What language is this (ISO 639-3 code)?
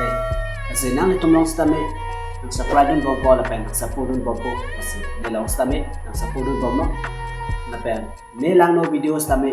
mjw